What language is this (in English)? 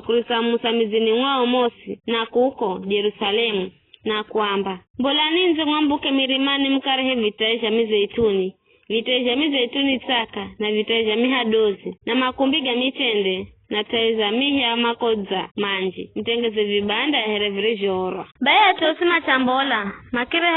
Giryama